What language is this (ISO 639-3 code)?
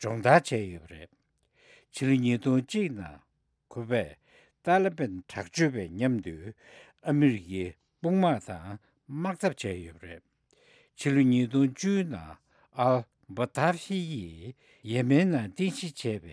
bod